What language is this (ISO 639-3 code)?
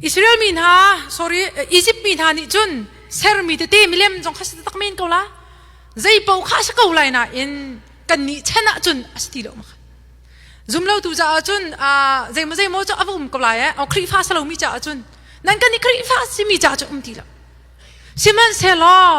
cnh